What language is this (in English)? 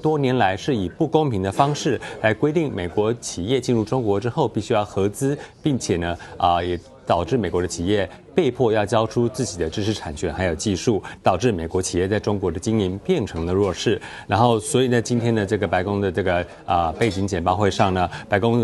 Chinese